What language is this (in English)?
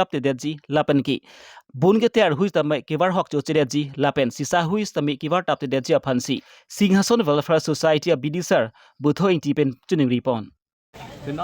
Karbi